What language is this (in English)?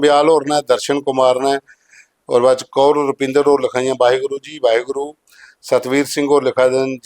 Dogri